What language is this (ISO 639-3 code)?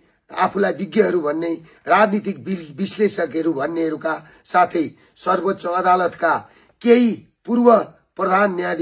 nep